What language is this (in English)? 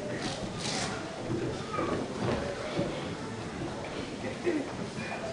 Norwegian